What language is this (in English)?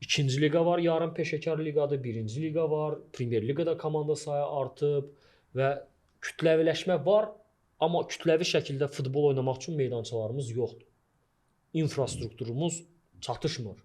Azerbaijani